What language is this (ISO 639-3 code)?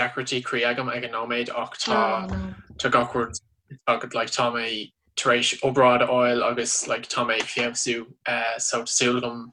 gle